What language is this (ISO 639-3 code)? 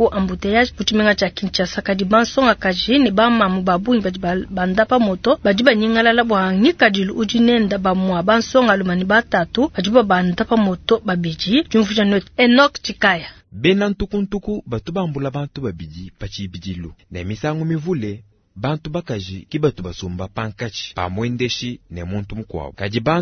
lua